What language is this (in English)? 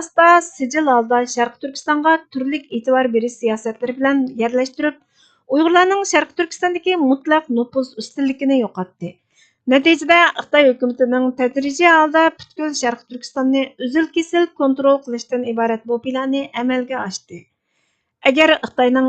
Uyghur